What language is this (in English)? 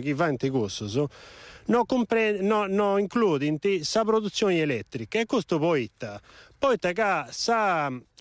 Sardinian